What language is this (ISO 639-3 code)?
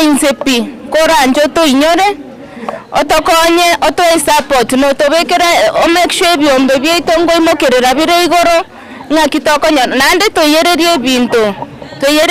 guz